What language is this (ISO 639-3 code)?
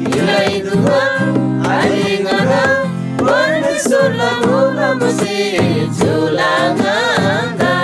taj